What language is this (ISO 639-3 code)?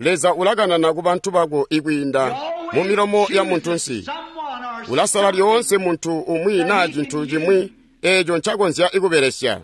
toi